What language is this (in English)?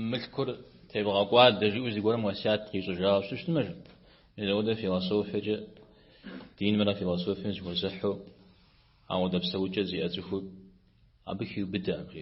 Kabardian